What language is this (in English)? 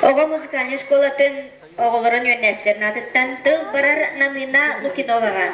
Yakut